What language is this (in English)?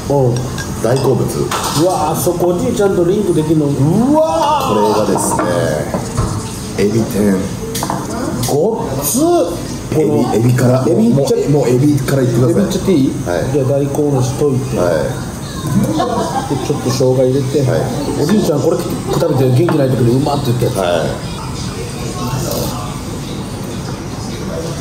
Japanese